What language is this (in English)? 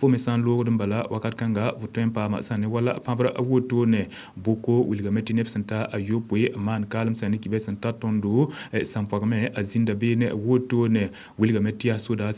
Mossi